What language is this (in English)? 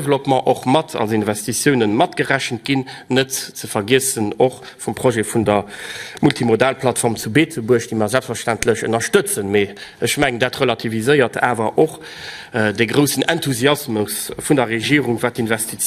Luxembourgish